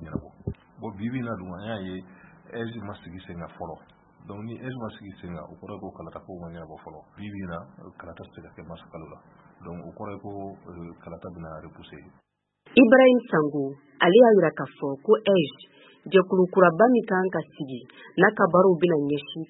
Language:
Bambara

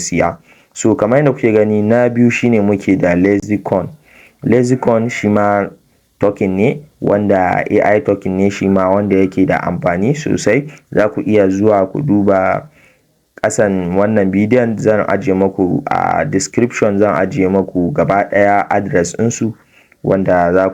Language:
Hausa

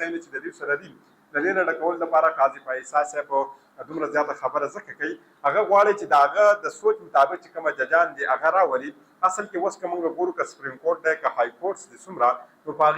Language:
Pashto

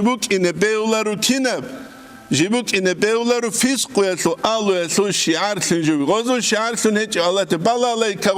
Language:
Avaric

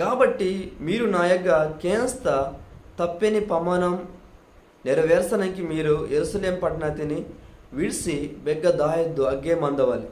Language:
Koya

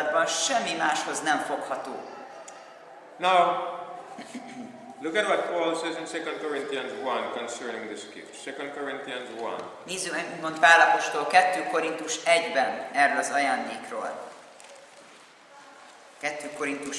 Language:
Hungarian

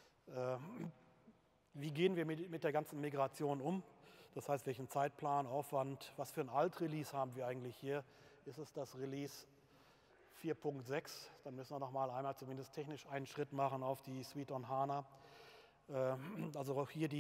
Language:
German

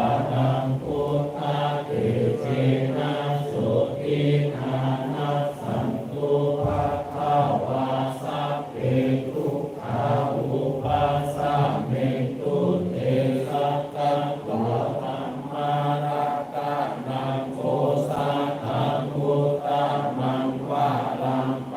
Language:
Pali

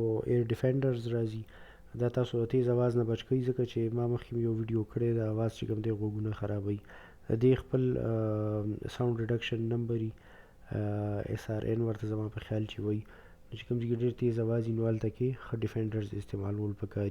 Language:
Pashto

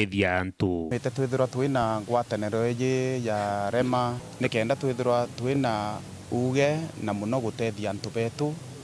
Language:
Meru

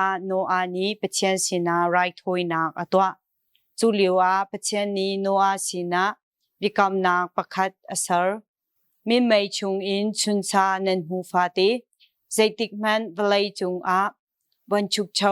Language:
Hakha Chin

